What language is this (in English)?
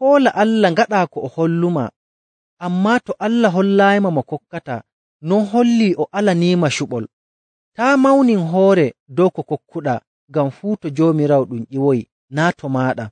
Nigerian Fulfulde